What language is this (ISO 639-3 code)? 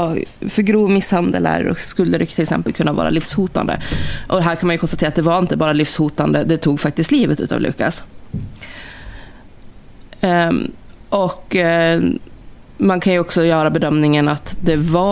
swe